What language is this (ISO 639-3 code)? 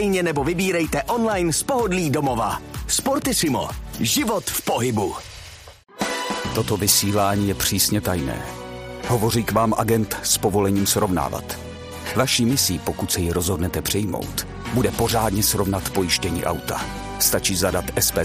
ces